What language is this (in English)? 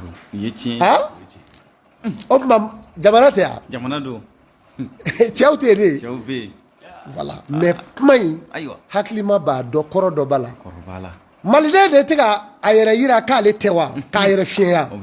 Bambara